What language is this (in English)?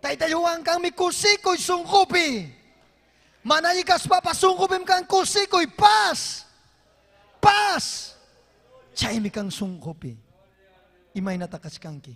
Ayacucho Quechua